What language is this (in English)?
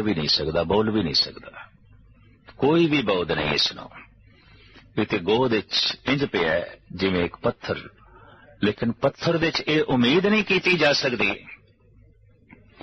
Punjabi